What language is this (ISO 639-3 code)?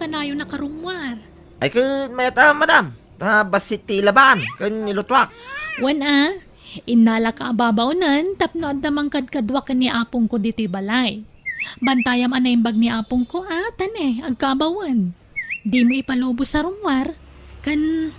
ilo